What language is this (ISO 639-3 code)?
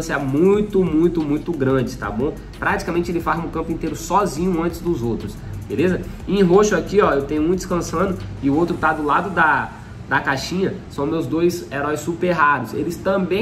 por